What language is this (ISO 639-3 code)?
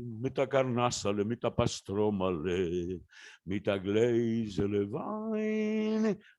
yid